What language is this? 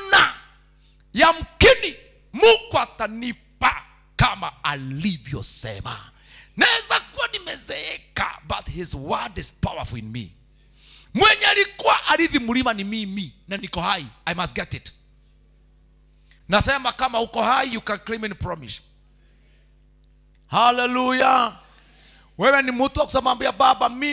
Swahili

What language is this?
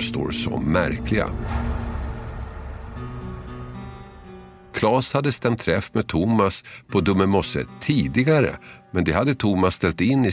Swedish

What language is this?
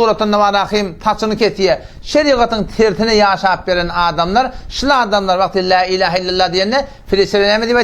Turkmen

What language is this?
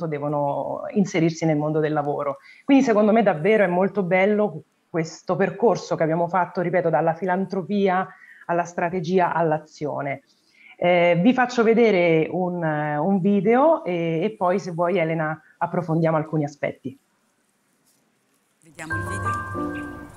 Italian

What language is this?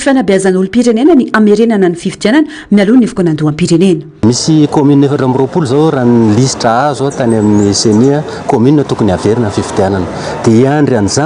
Malagasy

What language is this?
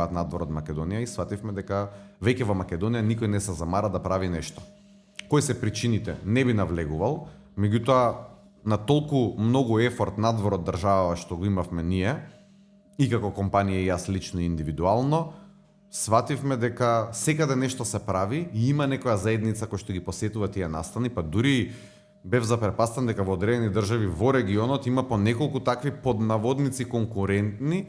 Macedonian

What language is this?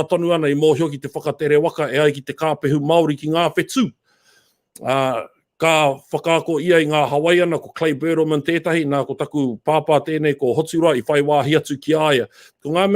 Māori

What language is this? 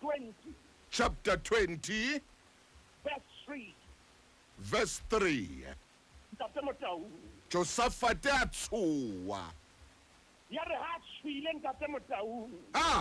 Southern Sotho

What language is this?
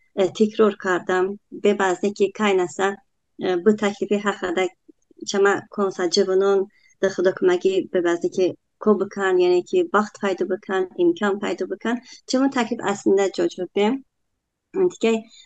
Talysh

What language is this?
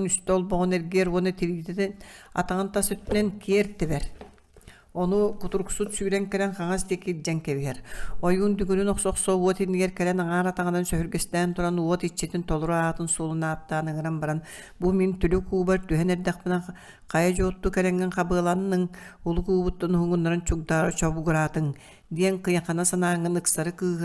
Yakut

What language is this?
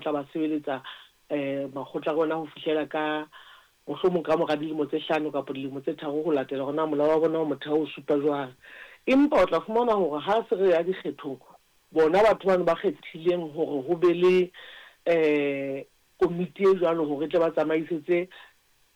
Southern Sotho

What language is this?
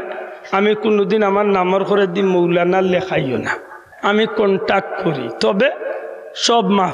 Sylheti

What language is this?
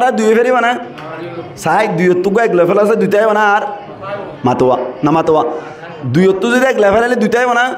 Rohingya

